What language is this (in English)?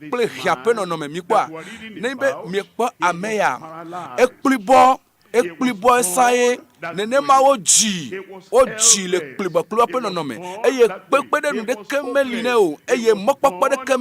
Ewe